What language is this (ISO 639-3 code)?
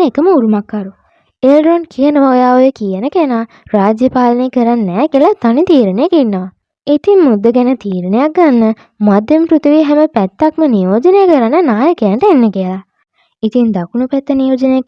sin